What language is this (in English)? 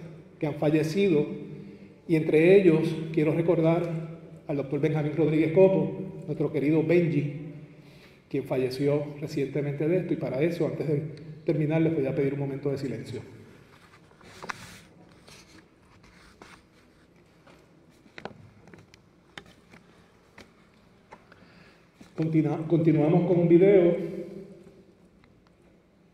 Spanish